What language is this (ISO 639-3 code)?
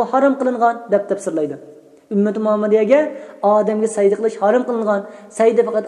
uig